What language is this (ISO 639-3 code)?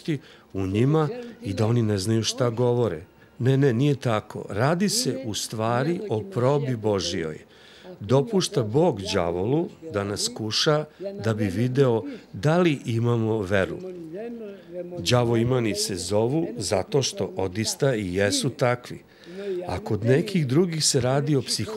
srp